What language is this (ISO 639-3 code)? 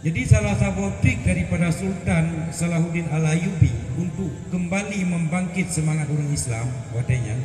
ace